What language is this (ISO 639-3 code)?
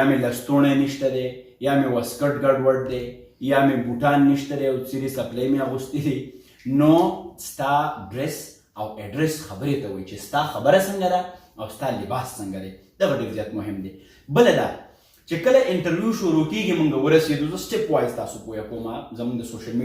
pus